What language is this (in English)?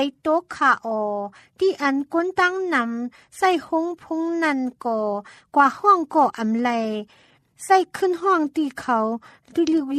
Thai